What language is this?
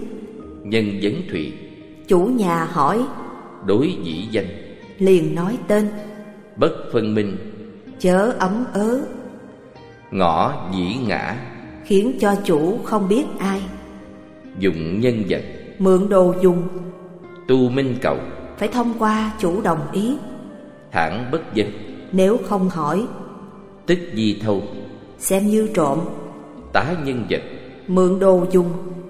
Vietnamese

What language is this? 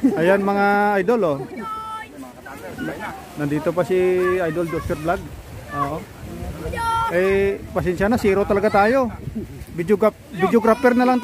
Filipino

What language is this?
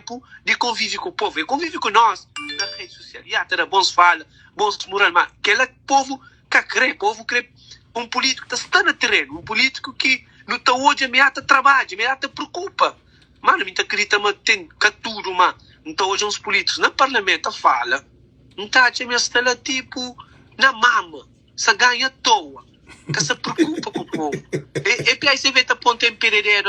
Kabuverdianu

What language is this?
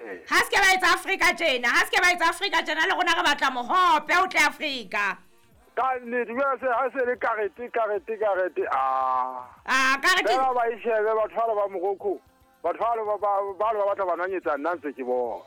Southern Sotho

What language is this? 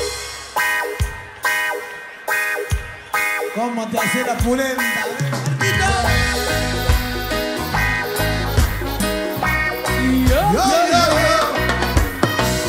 Spanish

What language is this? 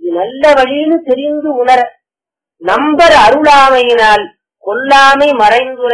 Tamil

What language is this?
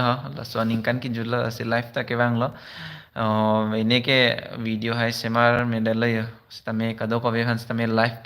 Karbi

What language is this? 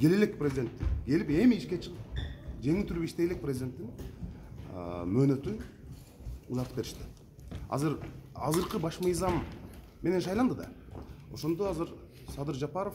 Kyrgyz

